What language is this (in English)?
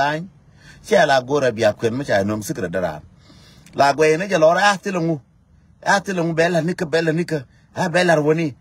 Nuer